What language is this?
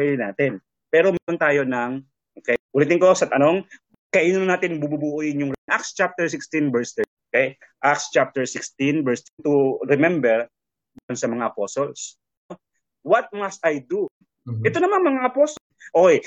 Filipino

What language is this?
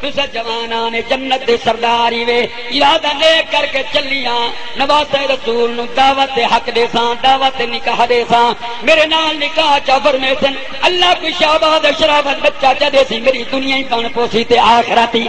Saraiki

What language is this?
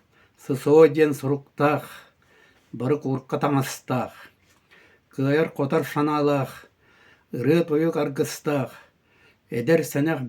Yakut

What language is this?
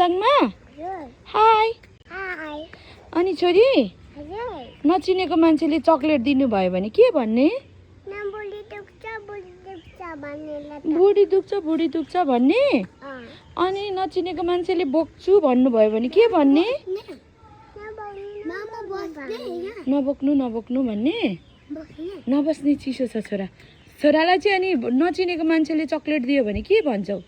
Nepali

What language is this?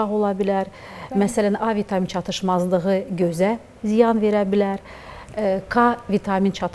Azerbaijani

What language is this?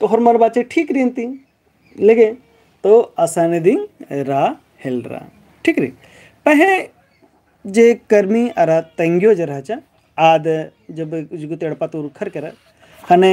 Kurukh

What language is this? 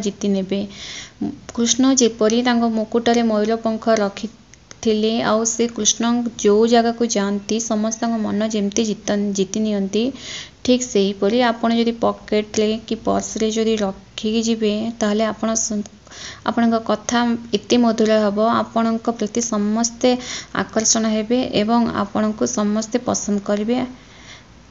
Odia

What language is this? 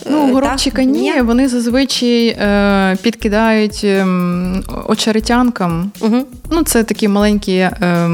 Ukrainian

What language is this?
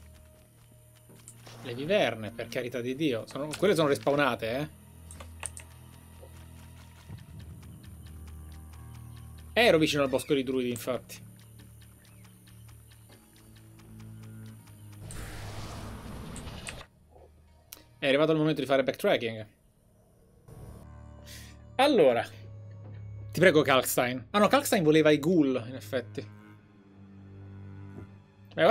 Italian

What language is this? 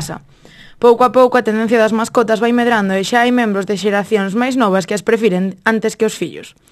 Galician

